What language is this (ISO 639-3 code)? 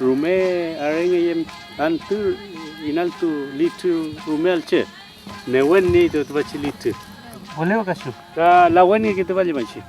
arn